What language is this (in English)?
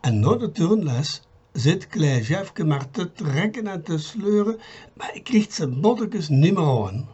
Limburgish